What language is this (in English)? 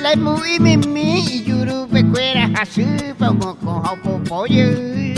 Guarani